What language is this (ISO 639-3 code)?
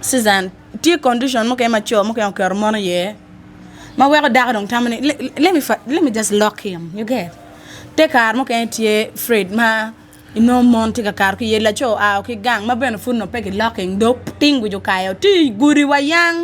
ach